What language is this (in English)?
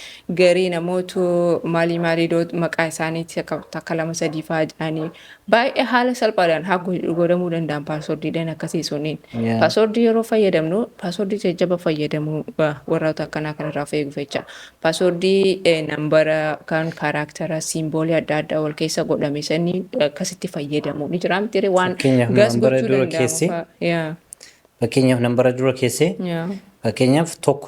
Oromo